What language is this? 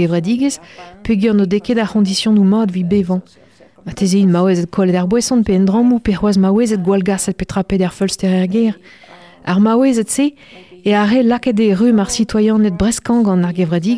Breton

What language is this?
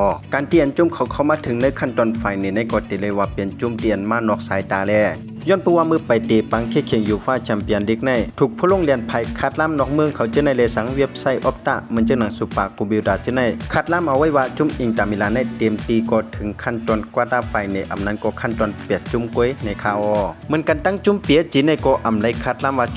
Shan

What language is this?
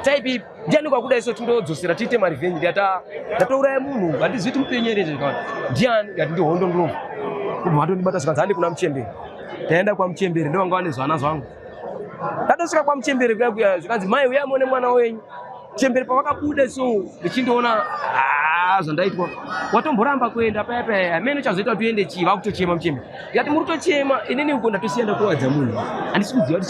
Shona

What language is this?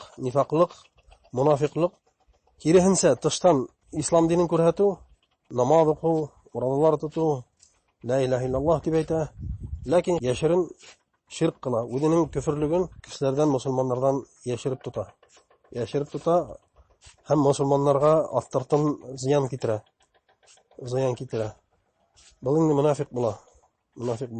Bashkir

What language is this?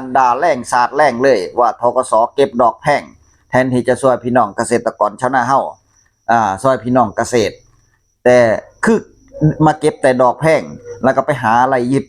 Northeastern Thai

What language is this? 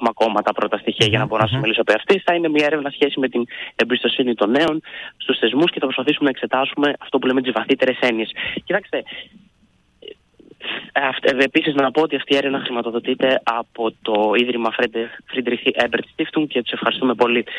Greek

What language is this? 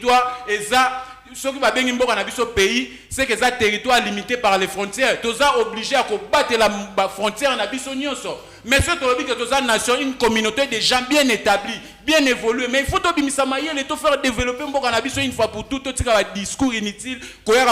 Lingala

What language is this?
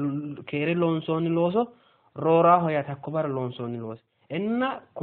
Sidamo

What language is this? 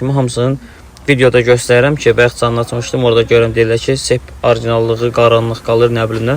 Azerbaijani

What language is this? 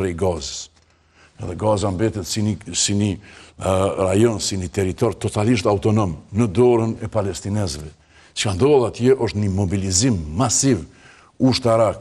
Albanian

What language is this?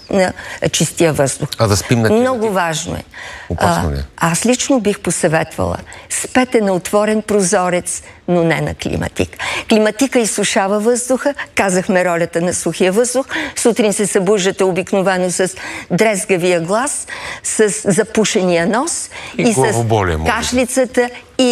Bulgarian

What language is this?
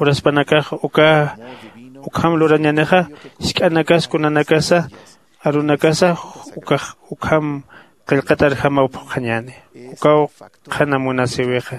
Aymara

